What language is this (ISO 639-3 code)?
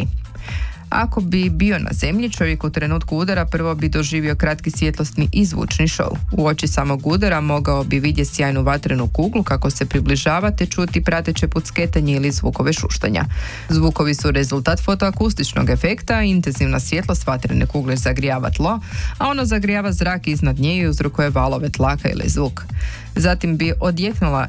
hrv